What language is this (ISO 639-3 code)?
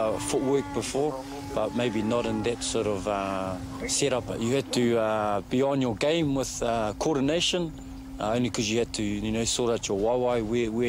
mri